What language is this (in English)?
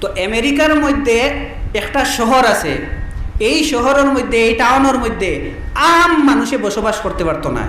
Sylheti